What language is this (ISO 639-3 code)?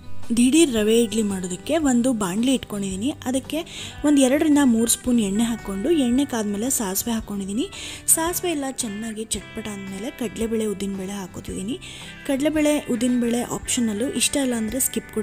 kan